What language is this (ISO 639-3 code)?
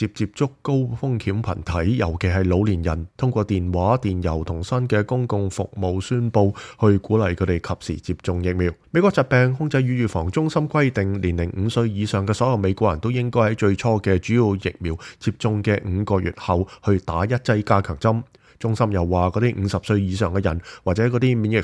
yue